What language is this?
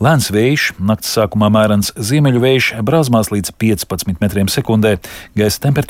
Latvian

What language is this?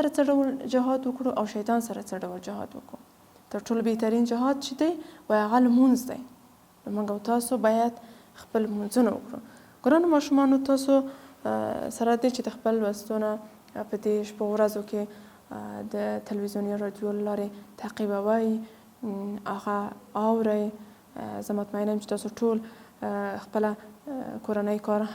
Pashto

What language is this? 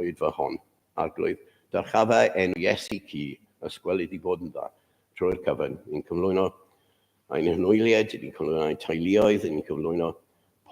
Welsh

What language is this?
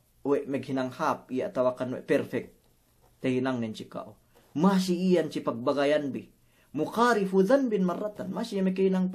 Yakan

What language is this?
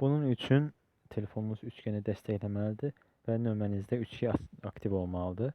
Azerbaijani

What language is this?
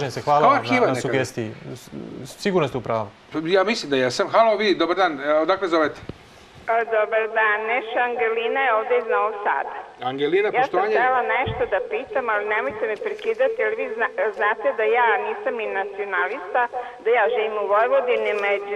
Serbian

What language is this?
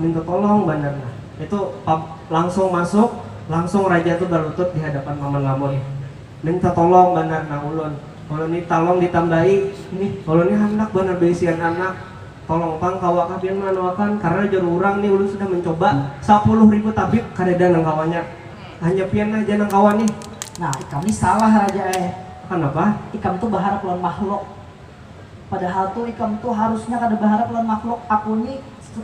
Banjar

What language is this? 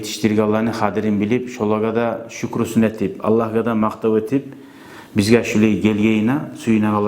Kumyk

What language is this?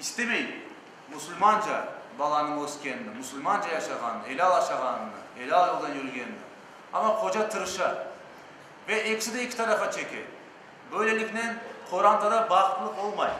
Crimean Tatar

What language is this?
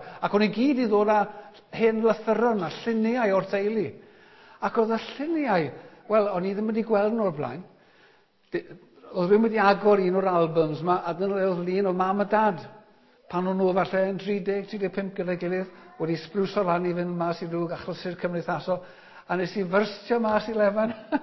Welsh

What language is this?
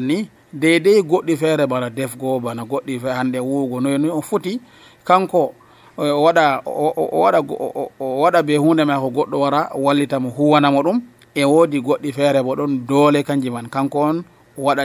Nigerian Fulfulde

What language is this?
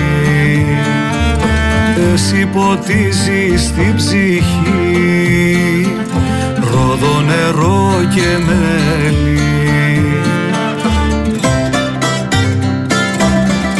Greek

